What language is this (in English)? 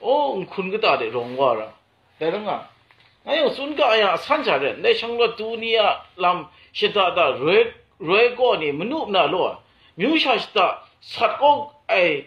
Kachin